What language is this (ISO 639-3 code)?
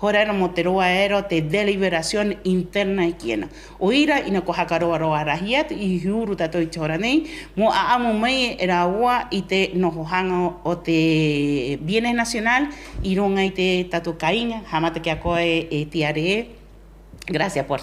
rap